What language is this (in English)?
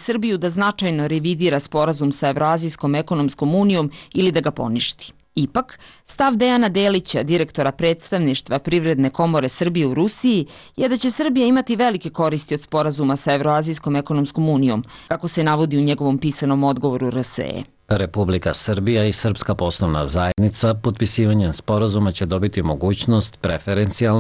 Serbian